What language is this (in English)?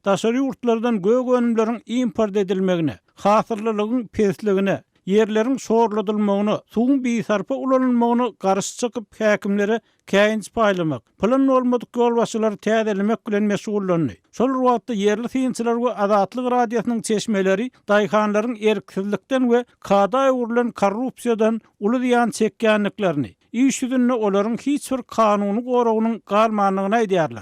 Turkmen